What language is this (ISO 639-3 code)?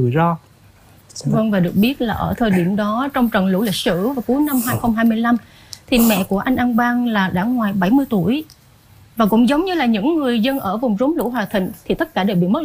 vie